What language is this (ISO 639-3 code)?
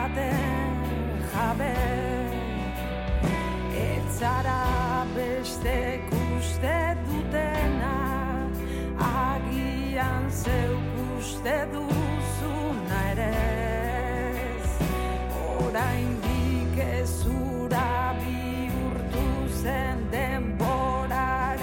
eus